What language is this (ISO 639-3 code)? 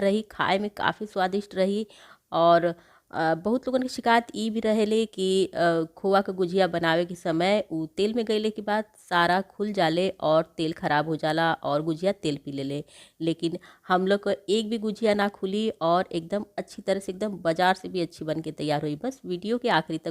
bho